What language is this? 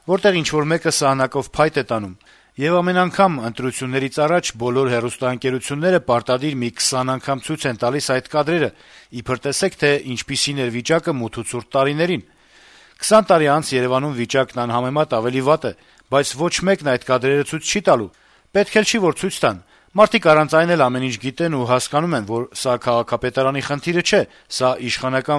Armenian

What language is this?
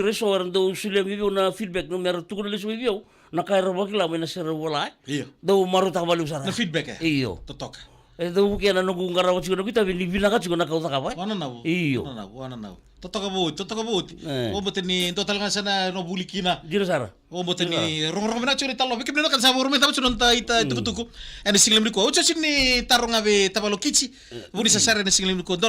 Fijian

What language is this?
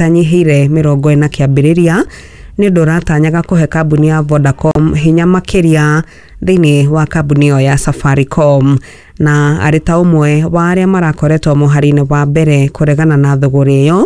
Kikuyu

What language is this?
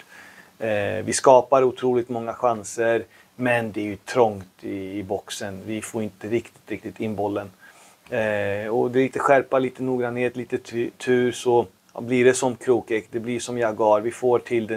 Swedish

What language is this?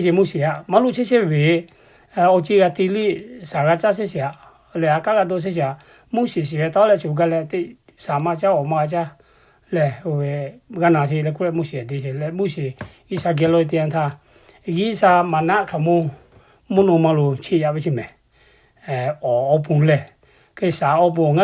Lahu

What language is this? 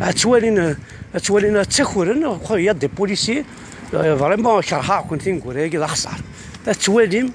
Kabyle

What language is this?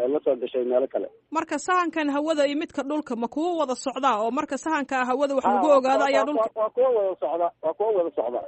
Somali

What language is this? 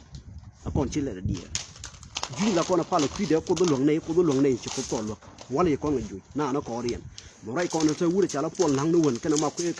Nuer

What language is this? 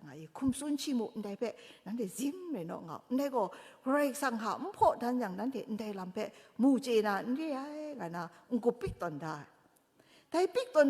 Kachin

